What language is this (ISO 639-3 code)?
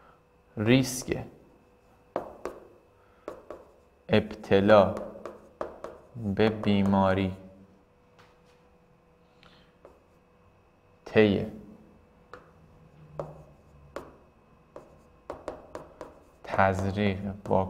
fas